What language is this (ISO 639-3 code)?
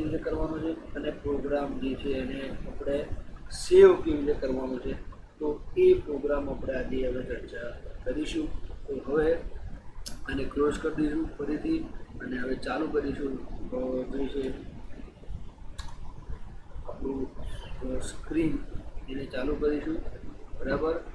guj